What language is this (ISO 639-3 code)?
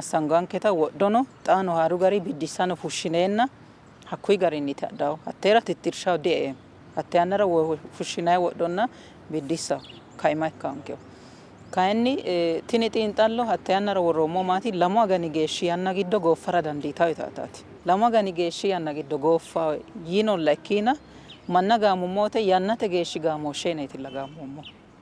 sid